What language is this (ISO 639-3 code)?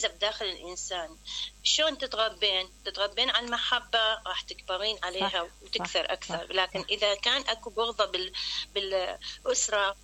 acm